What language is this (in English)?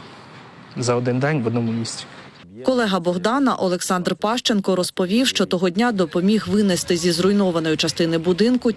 Ukrainian